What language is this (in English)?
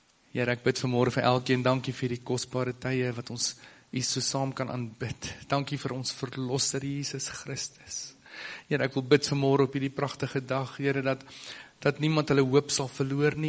Afrikaans